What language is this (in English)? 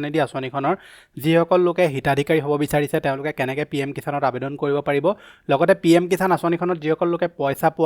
Assamese